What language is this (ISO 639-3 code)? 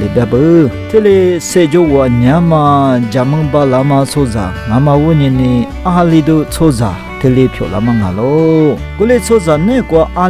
lis